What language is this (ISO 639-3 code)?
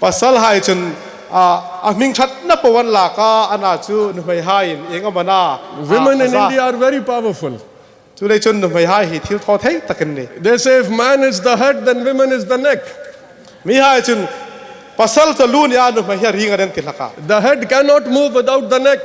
hmr